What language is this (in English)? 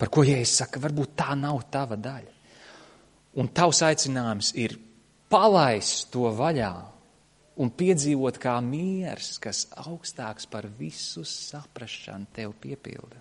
Latvian